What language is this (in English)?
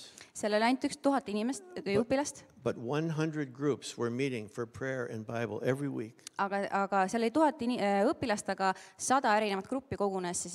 Estonian